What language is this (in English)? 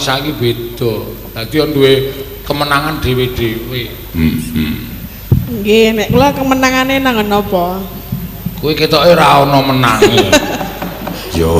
Javanese